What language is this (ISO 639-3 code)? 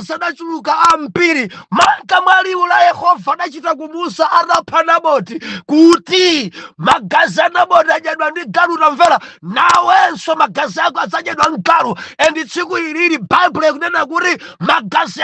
nya